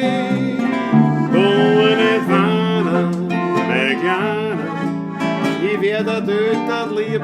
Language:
Bavarian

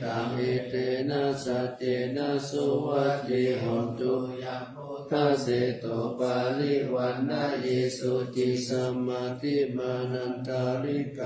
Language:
Pali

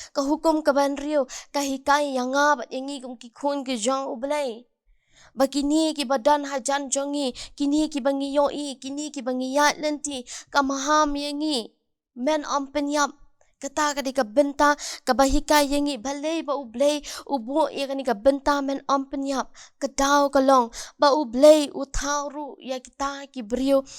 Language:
Khasi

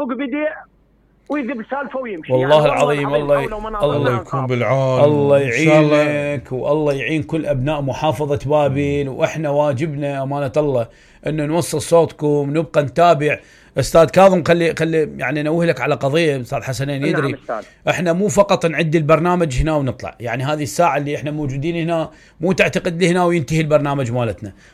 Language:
Mesopotamian Arabic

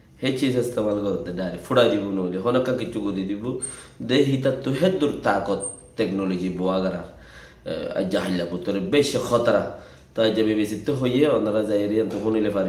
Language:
Rohingya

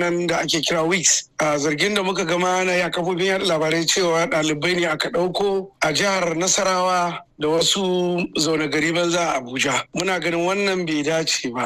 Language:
Hausa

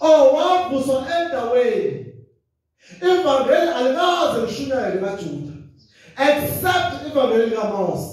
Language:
Zulu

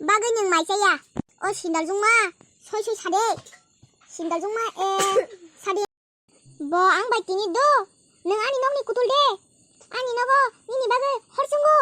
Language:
Kok Borok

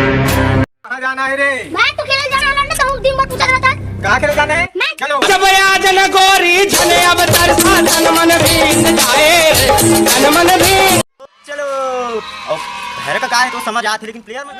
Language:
Chhattisgarhi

